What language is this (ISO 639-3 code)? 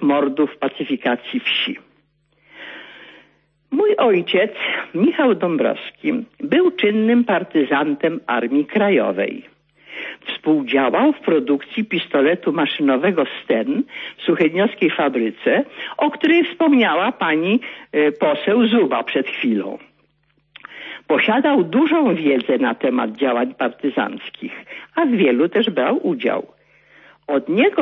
pol